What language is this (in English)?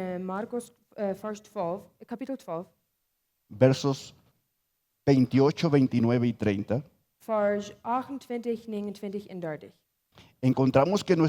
Plautdietsch